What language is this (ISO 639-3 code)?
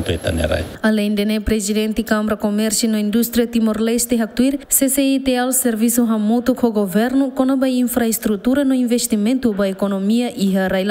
tet